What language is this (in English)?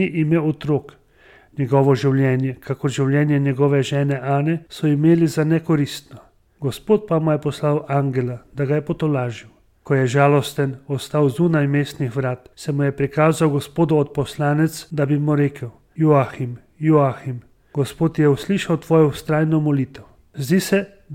Slovenian